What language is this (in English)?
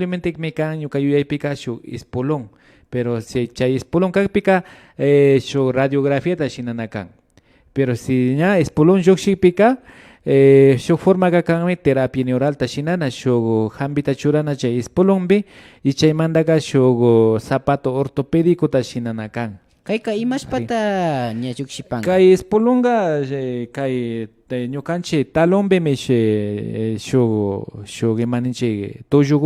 Imbabura Highland Quichua